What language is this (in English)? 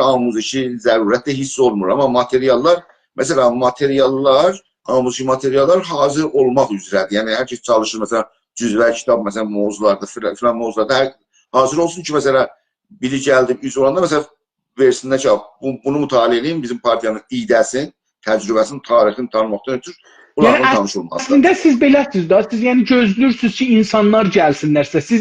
South Azerbaijani